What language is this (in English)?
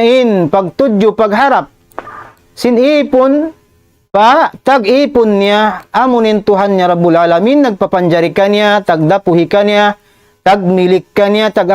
Tausug